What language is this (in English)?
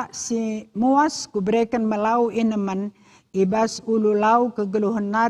Batak Karo